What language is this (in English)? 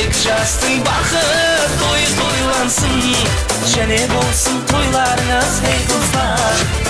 Kara-Kalpak